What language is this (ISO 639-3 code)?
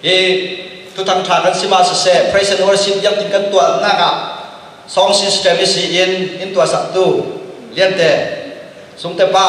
cfm